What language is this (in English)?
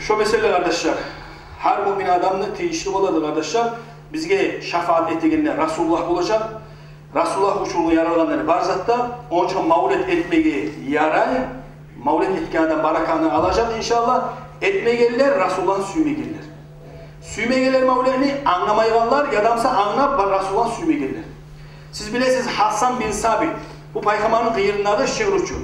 Kumyk